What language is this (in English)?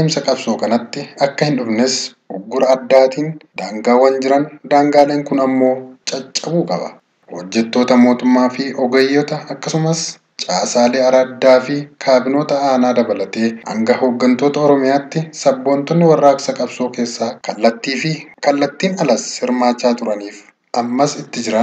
Oromo